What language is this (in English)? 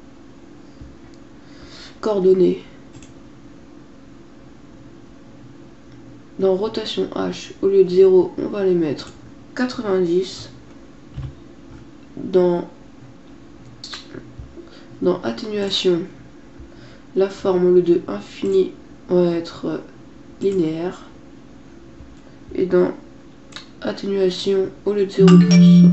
French